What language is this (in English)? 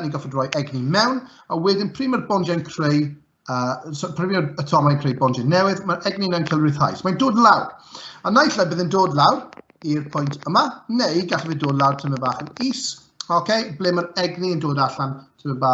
Welsh